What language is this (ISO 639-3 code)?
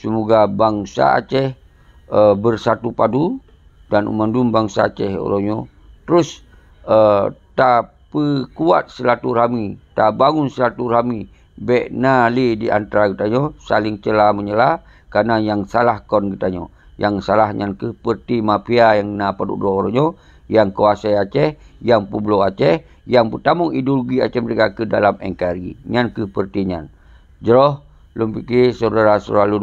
ace